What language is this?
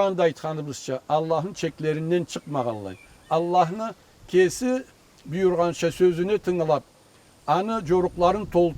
Karachay-Balkar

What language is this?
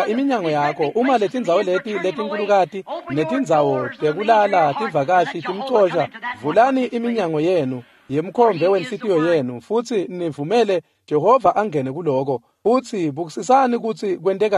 Swati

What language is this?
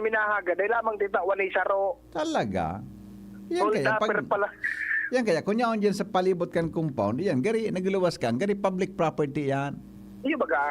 Bikol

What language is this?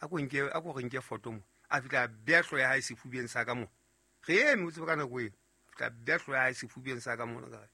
Southern Sotho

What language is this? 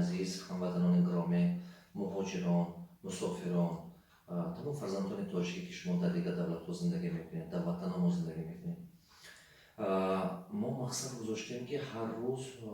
Tajik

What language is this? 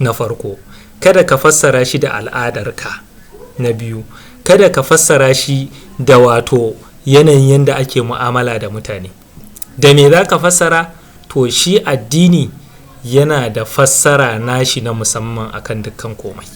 Hausa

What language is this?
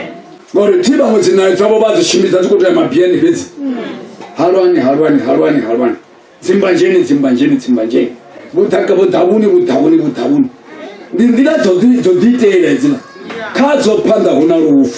Venda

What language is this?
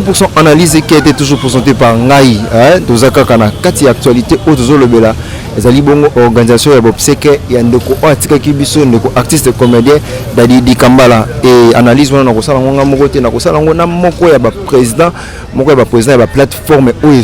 Lingala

